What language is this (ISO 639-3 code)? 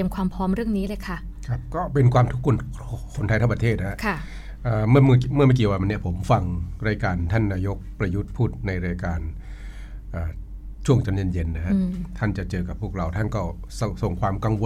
tha